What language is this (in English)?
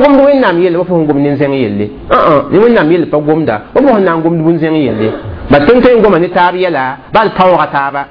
Mossi